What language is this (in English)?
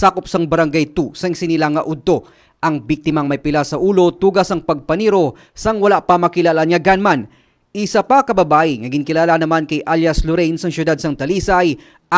Hiligaynon